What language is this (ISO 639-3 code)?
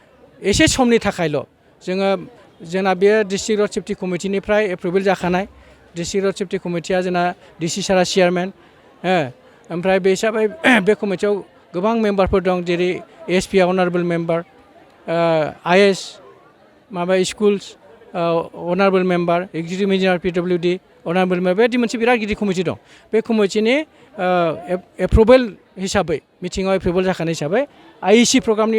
brx